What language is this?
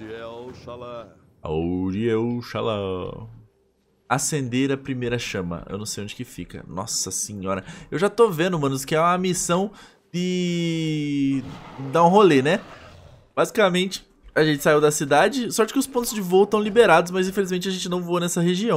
Portuguese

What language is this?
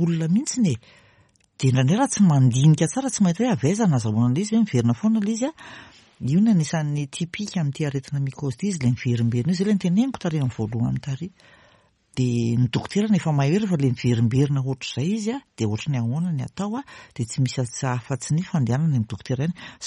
Malagasy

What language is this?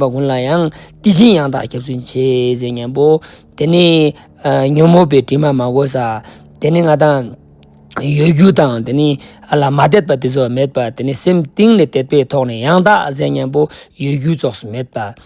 Ladakhi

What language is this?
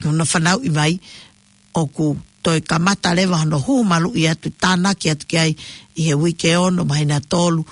Tongan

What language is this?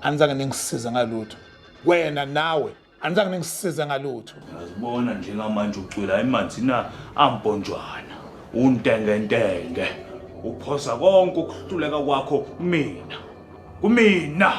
Zulu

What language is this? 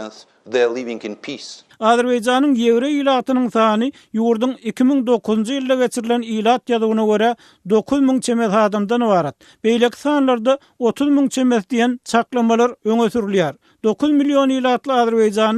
Turkmen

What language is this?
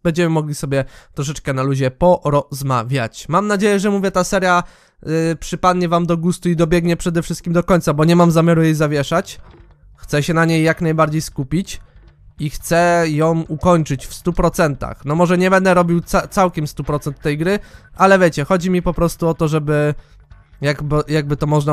Polish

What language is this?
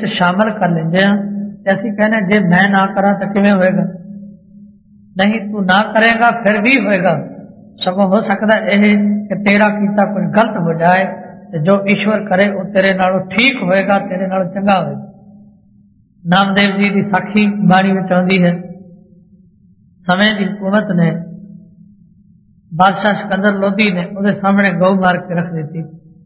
Punjabi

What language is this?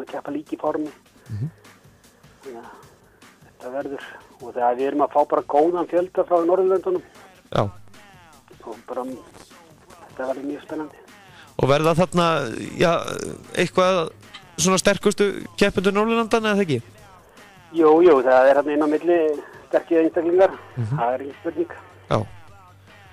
Icelandic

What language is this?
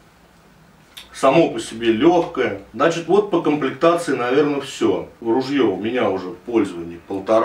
Russian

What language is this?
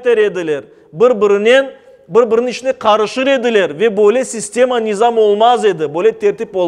Crimean Tatar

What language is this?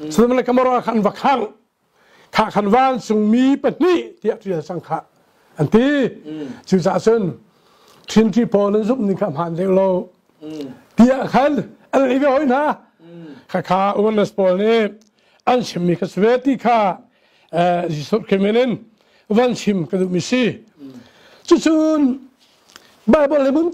Hakha Chin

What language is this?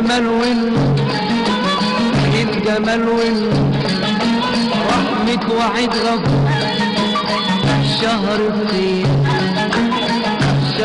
Arabic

